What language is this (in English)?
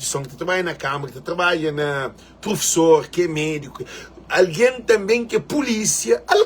Kabuverdianu